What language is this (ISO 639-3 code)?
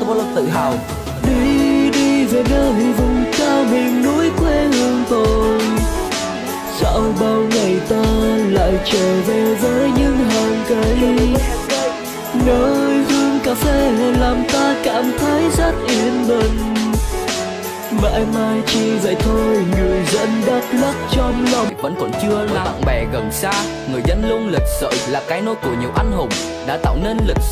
vie